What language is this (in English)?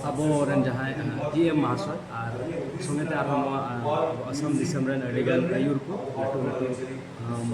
Santali